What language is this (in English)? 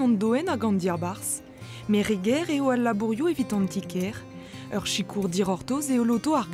Breton